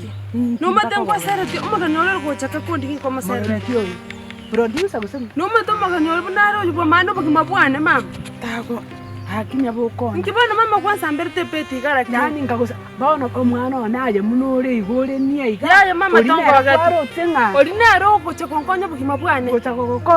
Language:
Gusii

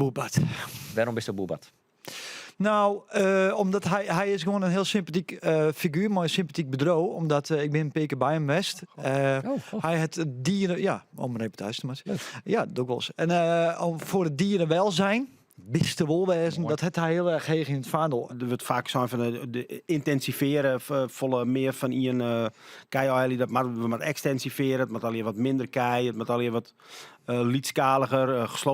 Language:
Western Frisian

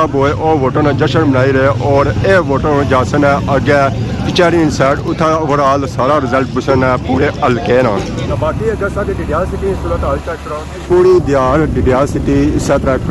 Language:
Pahari-Potwari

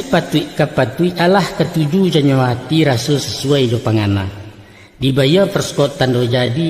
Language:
Minangkabau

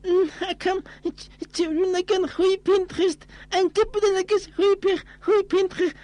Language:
Aymara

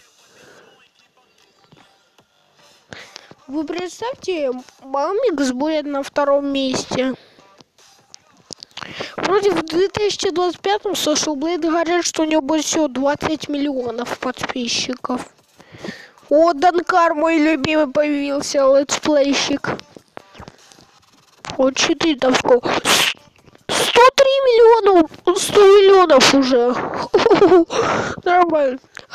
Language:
Russian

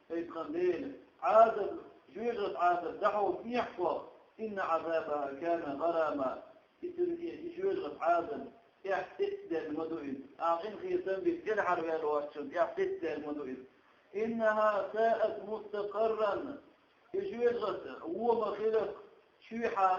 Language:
Chechen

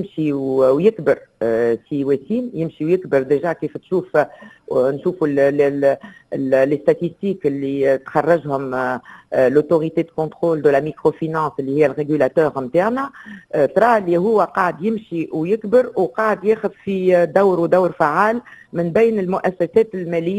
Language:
Tunisian Arabic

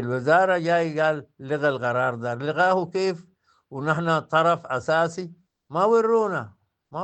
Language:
Sudanese Arabic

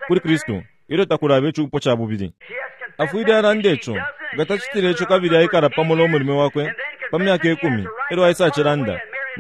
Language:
Bemba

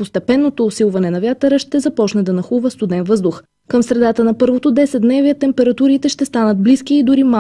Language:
Bulgarian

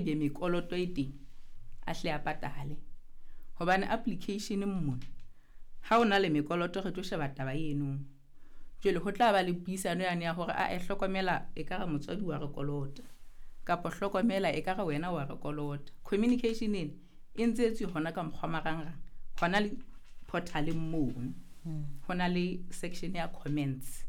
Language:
Southern Sotho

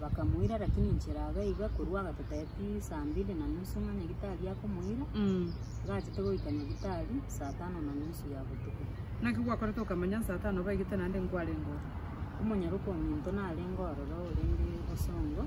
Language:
Gusii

